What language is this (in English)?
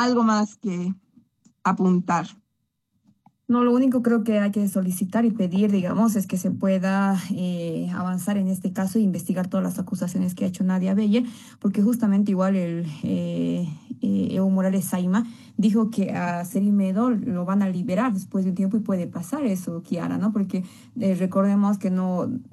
Spanish